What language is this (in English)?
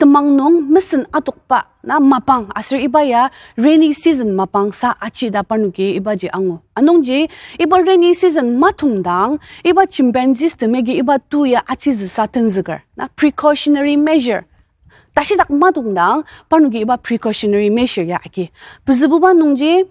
Ao Naga